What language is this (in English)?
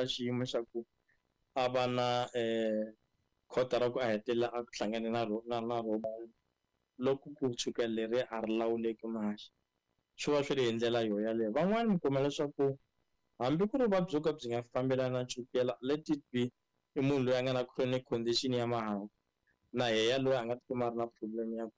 Tsonga